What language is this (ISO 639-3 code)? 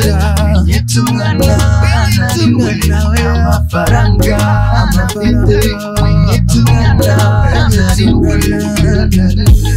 kin